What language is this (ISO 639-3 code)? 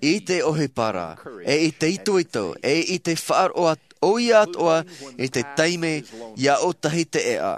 tah